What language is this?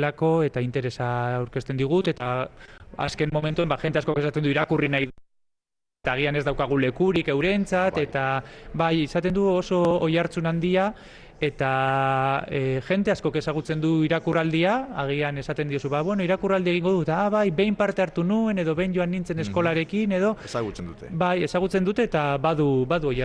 Basque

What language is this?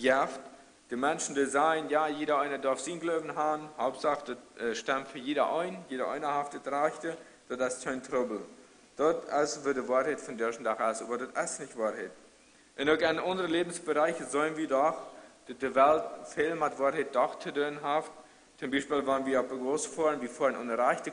Plautdietsch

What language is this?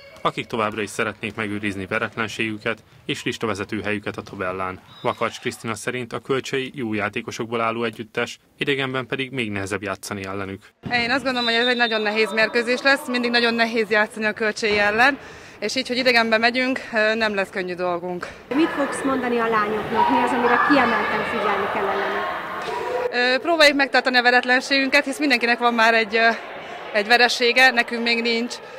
Hungarian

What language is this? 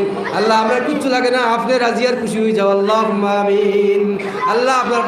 Sylheti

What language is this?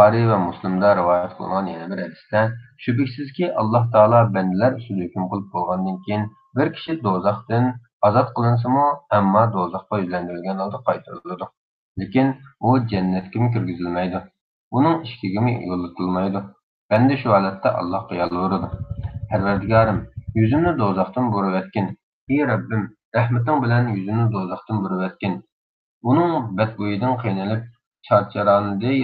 Uyghur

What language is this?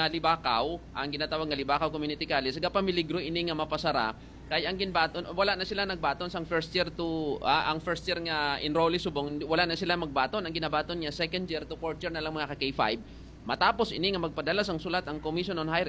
Hiligaynon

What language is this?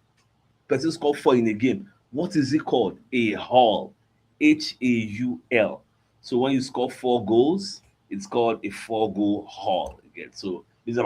Nigerian Pidgin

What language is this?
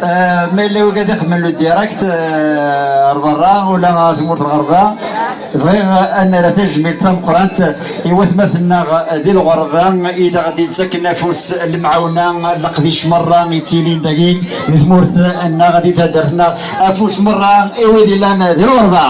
Kabyle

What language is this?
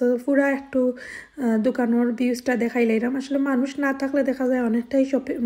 Sylheti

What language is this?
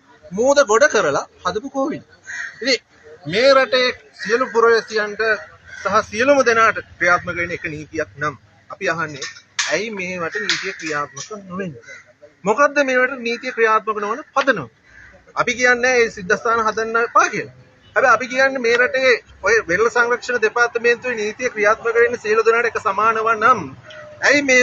Sinhala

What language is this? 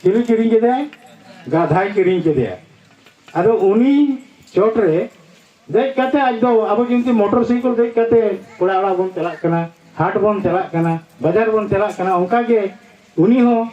Santali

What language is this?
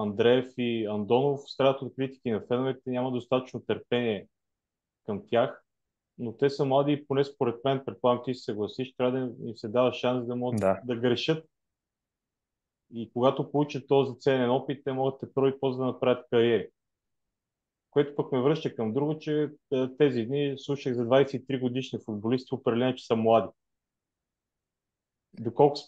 Bulgarian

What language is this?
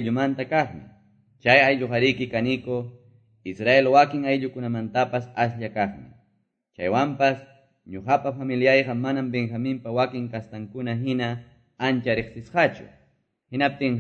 Quechua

